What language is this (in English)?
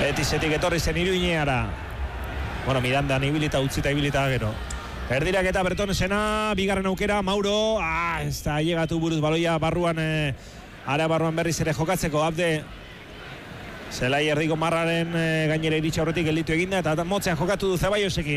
Basque